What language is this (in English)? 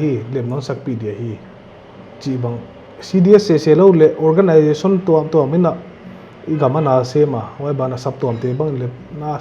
Paite Chin